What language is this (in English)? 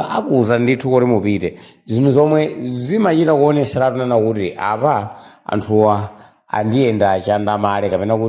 Nyanja